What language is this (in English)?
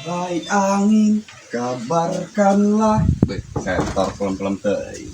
Sundanese